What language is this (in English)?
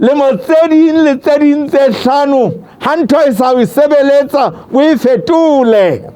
Southern Sotho